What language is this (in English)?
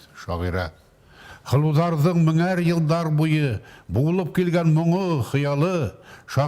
Bashkir